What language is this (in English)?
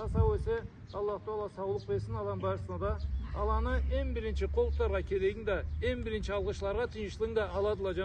Karachay-Balkar